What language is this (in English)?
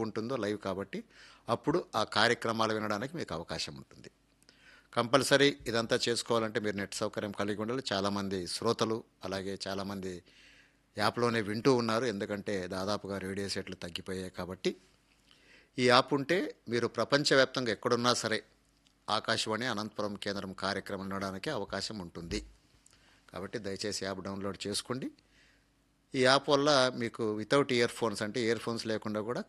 Telugu